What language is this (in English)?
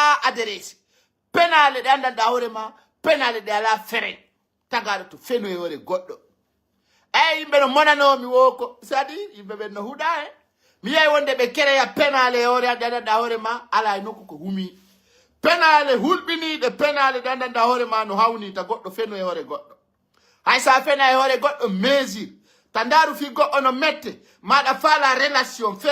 Pular